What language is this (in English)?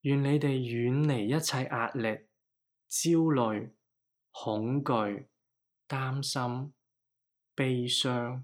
Cantonese